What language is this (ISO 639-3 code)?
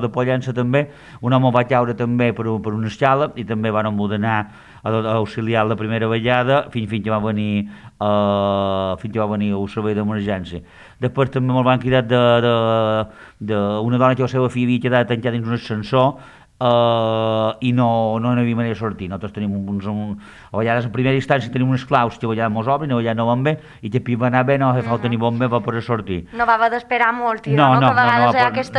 cat